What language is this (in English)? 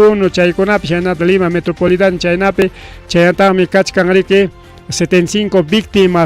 Ayacucho Quechua